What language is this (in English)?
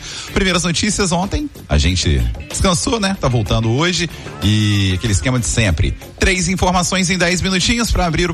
Portuguese